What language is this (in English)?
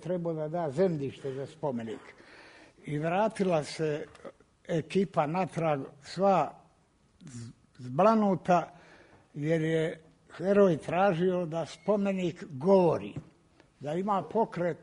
Croatian